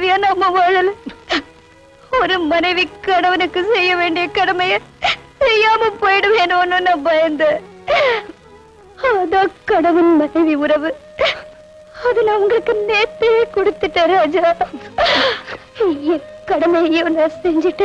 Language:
Tamil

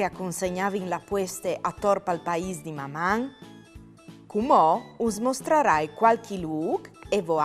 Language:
Friulian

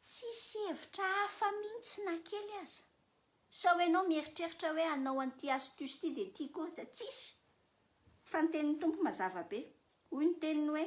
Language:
Malagasy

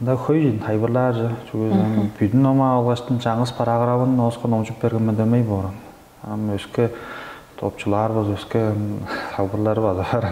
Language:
Tuvinian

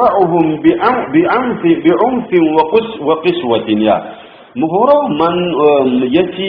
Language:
Sidamo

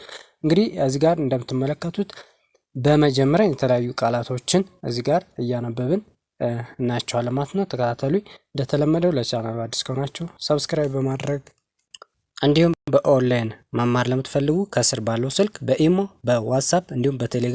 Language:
Amharic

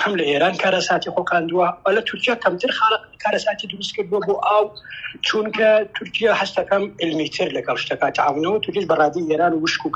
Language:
Central Kurdish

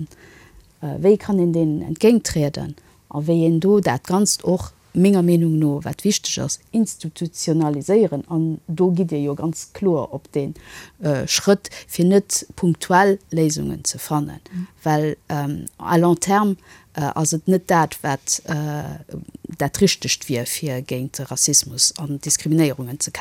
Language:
Luxembourgish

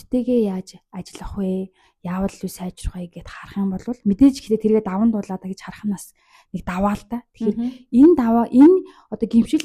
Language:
Mongolian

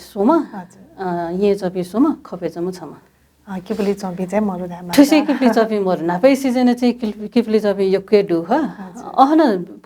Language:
Newari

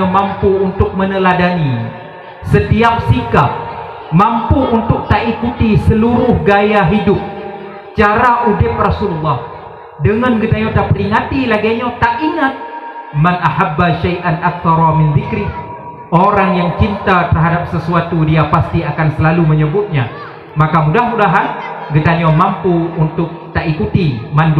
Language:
Achinese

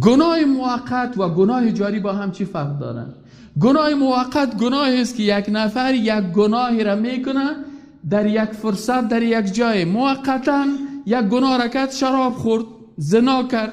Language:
Persian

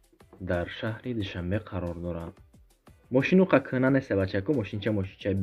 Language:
Tajik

